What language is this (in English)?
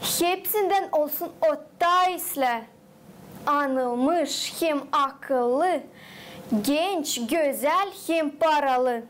Gagauz